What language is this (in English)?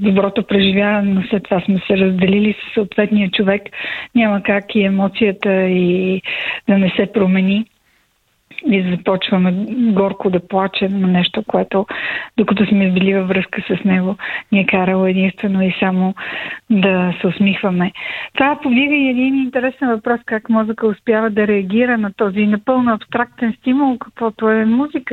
Bulgarian